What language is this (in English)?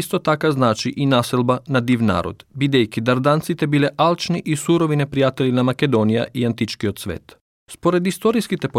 Macedonian